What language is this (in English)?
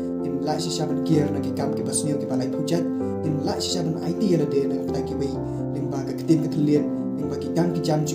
Khasi